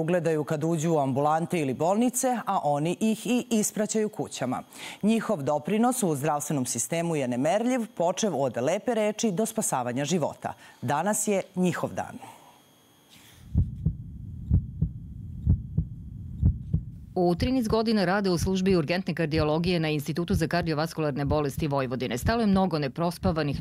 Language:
Serbian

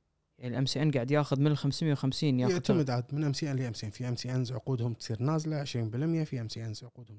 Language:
Gulf Arabic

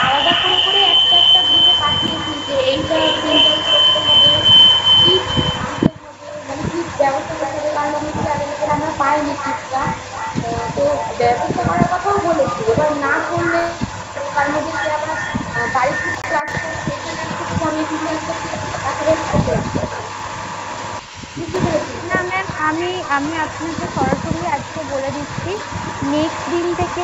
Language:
Bangla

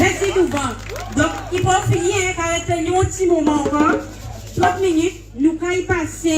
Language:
Guadeloupean Creole French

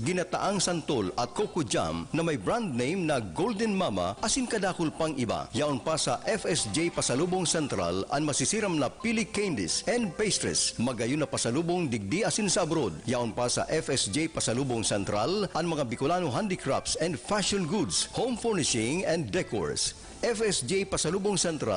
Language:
Bikol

